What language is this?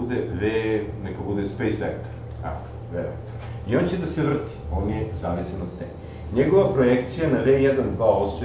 Serbian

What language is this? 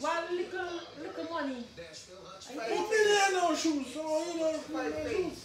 Jamaican Creole English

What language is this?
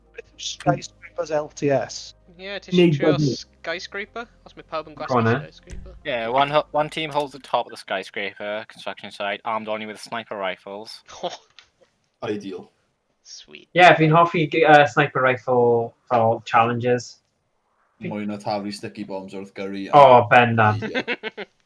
Welsh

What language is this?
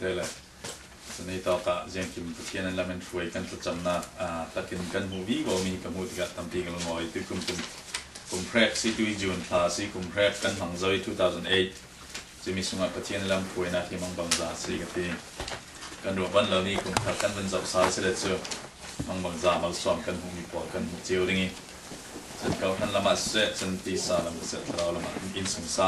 Falam Chin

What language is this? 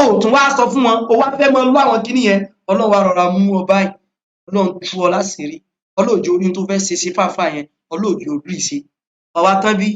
Yoruba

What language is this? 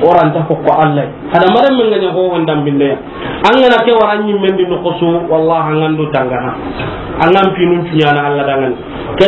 Soninke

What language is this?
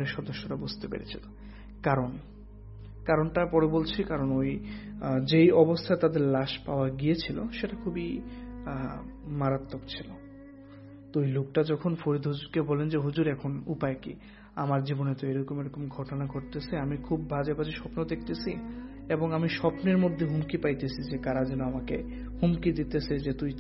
Bangla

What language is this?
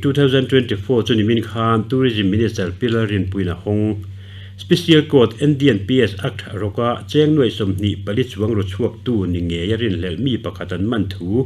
Mizo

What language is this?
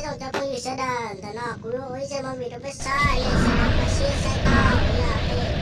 Hmong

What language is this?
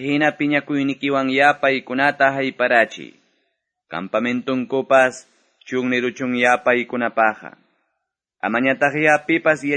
Quechua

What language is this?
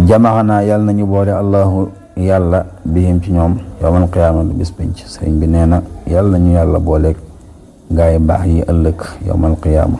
Wolof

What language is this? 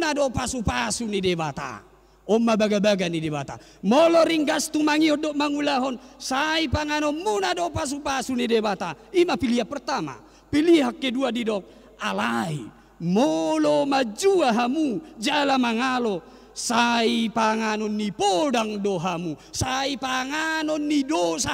Batak Toba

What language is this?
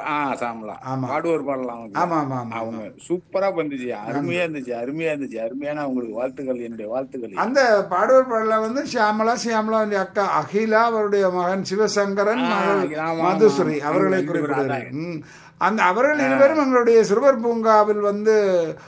Tamil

